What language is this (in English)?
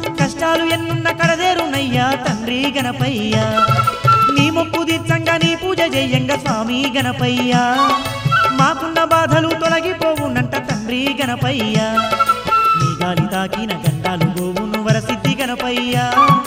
Telugu